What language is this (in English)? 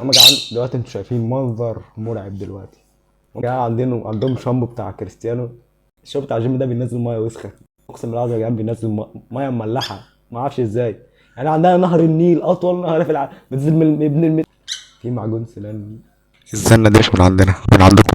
Egyptian Arabic